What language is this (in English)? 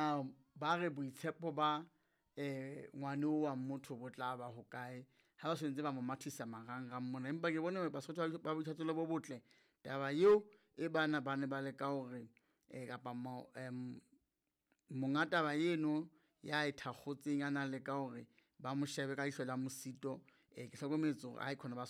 Southern Sotho